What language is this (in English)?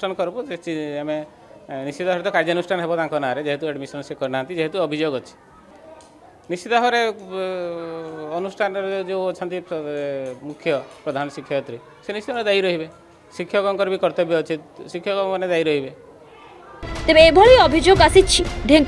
Odia